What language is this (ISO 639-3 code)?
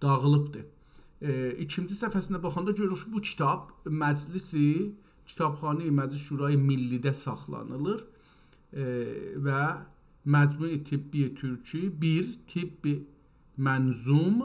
azb